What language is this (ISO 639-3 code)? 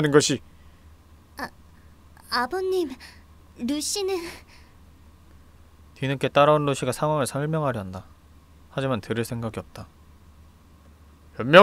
kor